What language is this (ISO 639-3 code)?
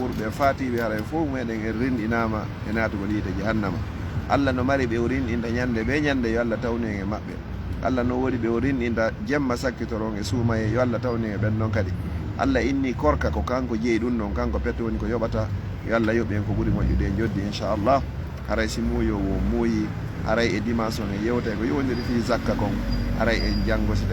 ful